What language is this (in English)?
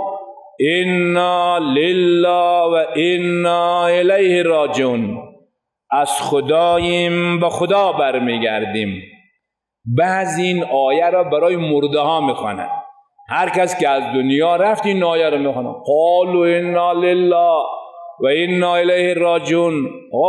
Persian